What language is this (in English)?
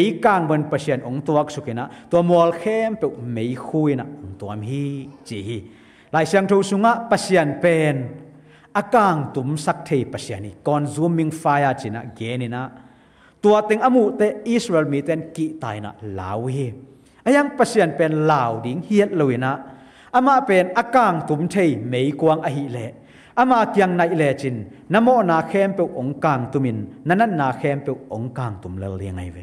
Tedim Chin